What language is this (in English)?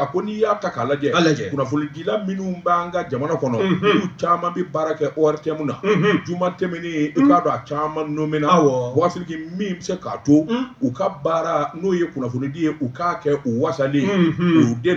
Bambara